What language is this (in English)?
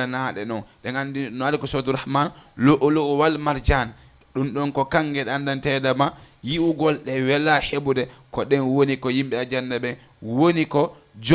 Fula